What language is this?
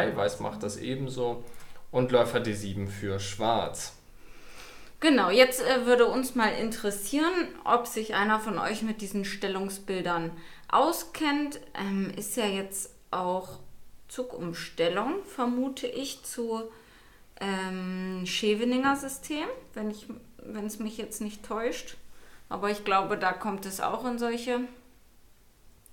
German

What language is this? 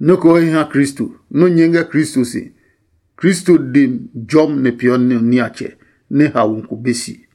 Adangme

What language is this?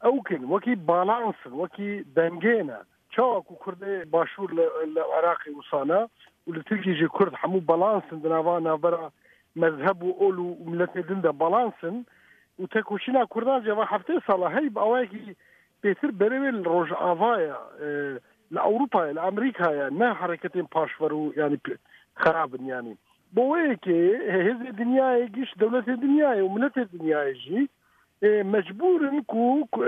Kurdish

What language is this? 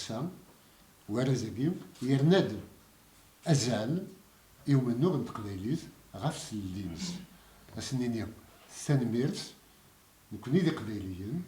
Kabyle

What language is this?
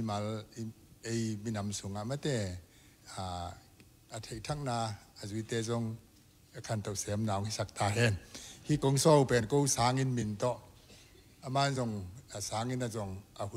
Tedim Chin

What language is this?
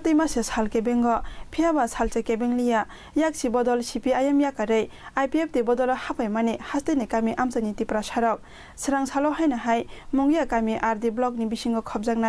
Kok Borok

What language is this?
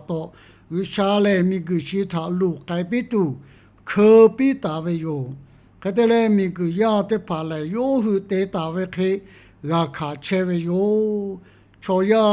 Lahu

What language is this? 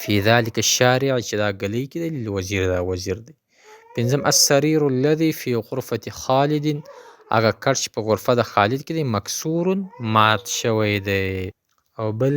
Pashto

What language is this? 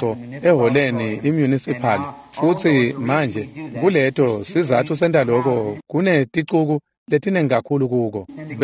Swati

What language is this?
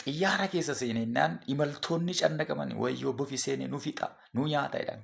Oromo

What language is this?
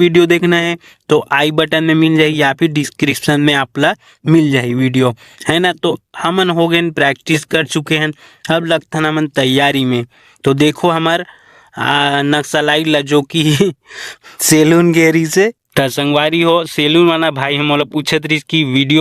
Chhattisgarhi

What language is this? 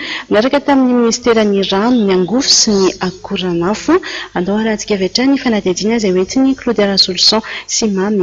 Malagasy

